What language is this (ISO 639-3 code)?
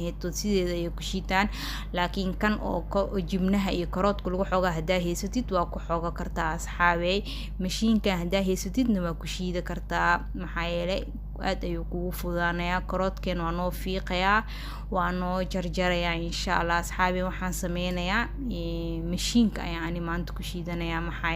som